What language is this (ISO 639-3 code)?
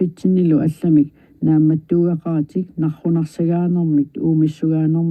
kal